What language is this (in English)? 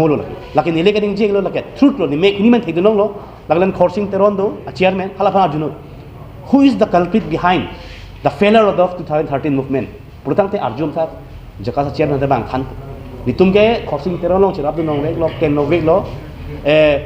Karbi